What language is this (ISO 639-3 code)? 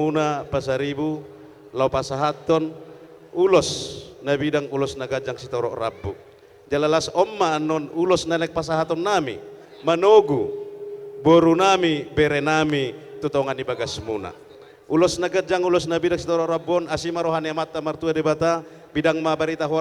bbc